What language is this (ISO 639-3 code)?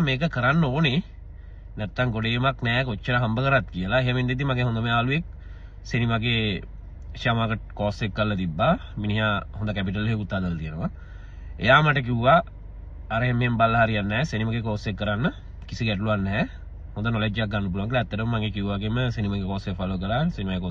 sin